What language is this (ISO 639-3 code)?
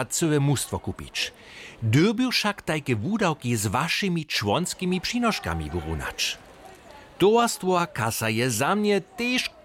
hsb